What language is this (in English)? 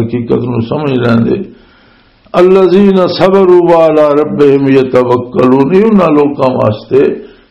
Western Panjabi